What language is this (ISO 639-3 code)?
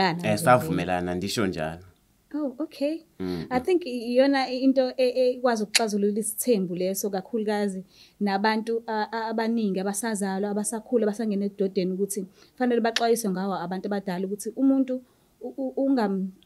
zul